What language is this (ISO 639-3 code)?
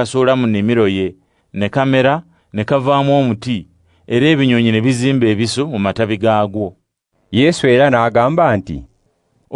lug